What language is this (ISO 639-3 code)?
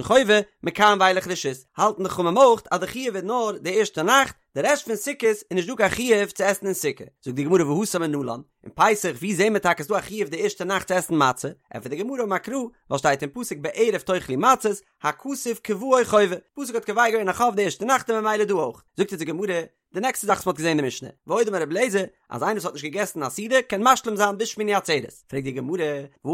yid